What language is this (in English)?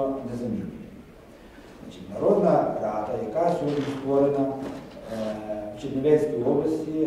Ukrainian